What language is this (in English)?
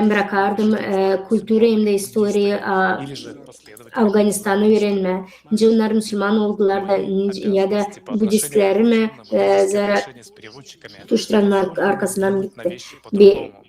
Gagauz